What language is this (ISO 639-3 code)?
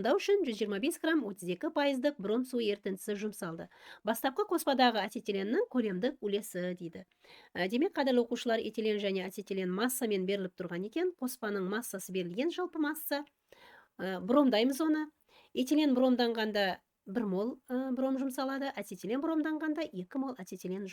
kaz